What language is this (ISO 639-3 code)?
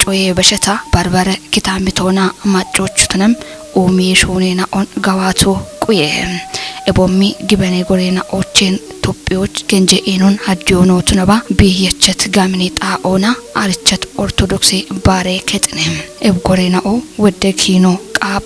kbr